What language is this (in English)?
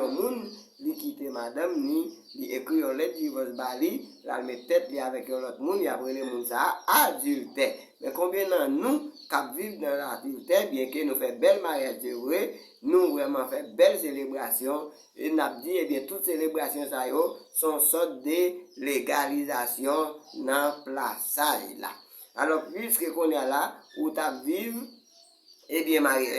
Haitian Creole